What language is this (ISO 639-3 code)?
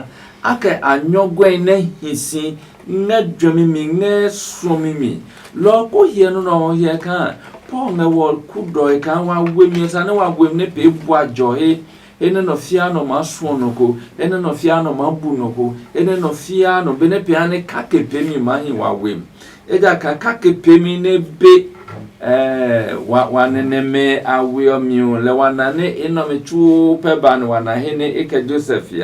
ada